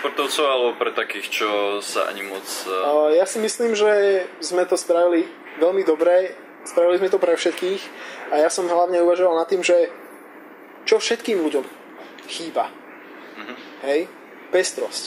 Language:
Slovak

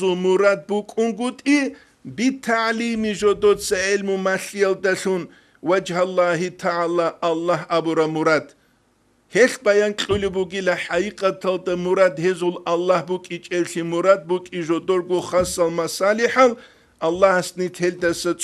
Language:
Avaric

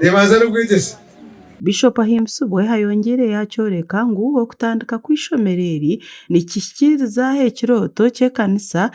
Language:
Nyankole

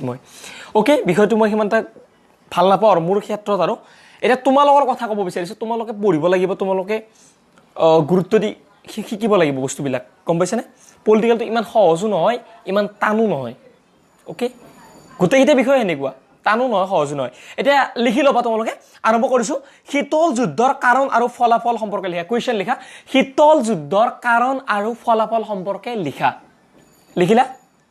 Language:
Assamese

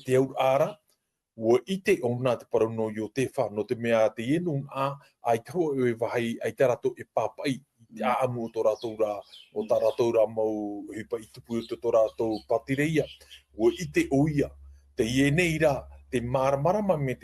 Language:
Tahitian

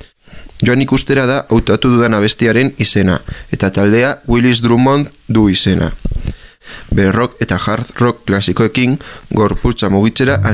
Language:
Basque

